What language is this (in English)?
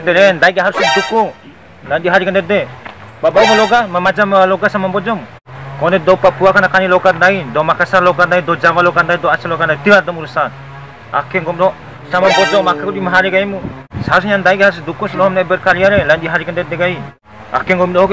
Bima